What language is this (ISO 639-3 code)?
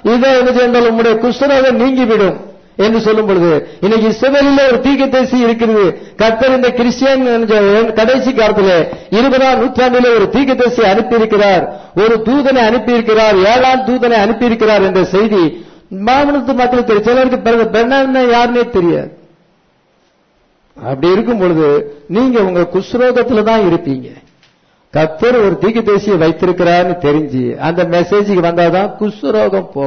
tam